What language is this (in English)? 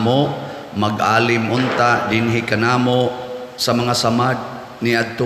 Cebuano